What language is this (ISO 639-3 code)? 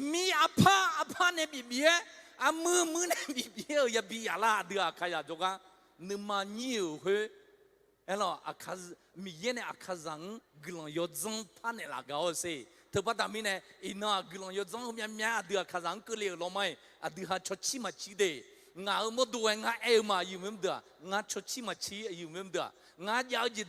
ahk